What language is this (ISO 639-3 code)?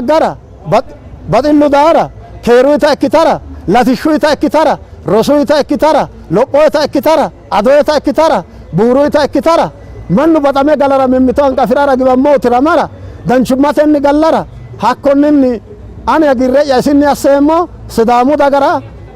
sid